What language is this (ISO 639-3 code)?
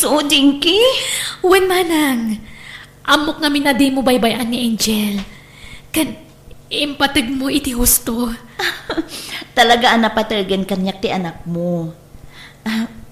ilo